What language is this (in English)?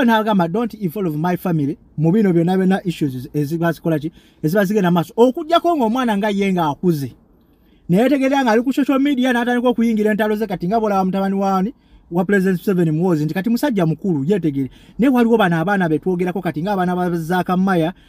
Ganda